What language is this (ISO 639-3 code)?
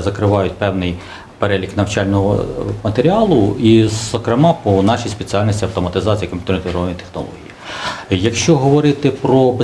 ukr